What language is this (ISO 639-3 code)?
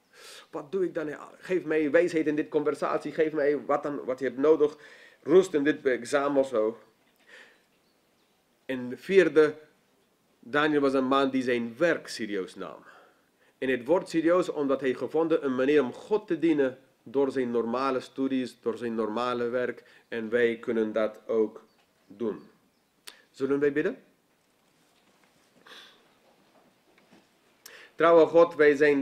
nld